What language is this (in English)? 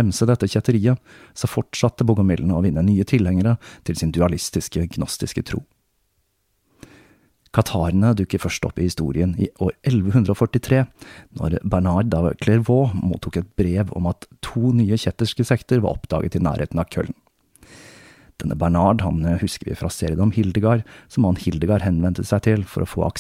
Norwegian